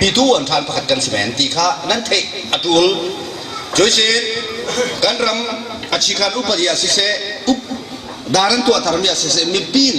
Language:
Falam Chin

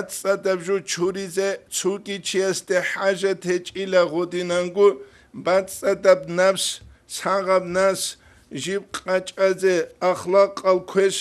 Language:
Avaric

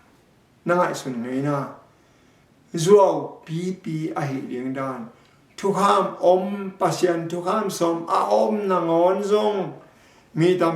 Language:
Tedim Chin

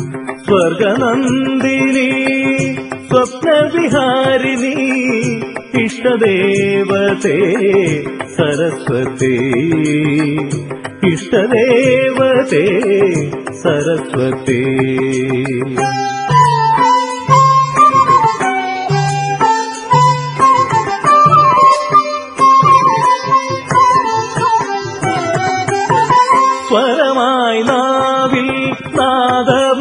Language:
Malayalam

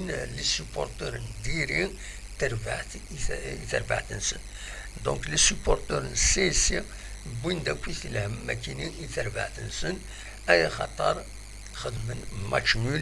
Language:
Kabyle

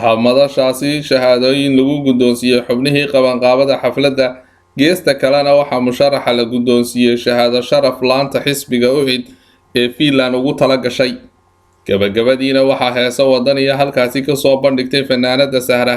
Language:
Somali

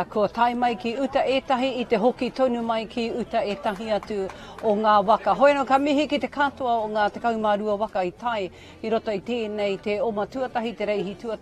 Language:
Māori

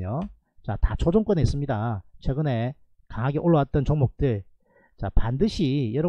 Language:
Korean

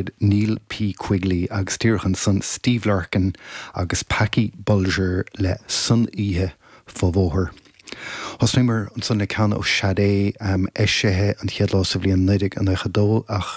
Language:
Irish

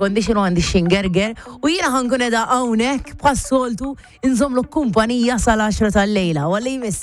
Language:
Maltese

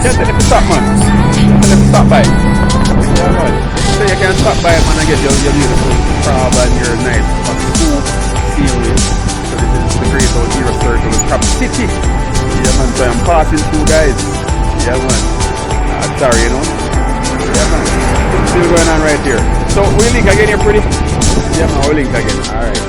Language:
Jamaican Creole English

